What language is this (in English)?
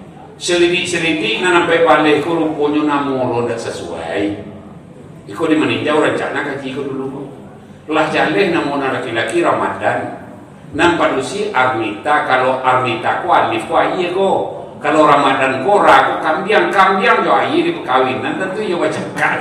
Minangkabau